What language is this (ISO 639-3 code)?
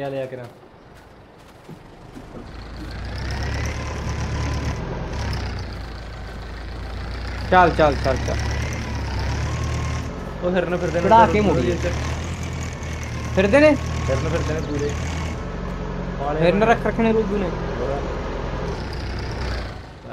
pan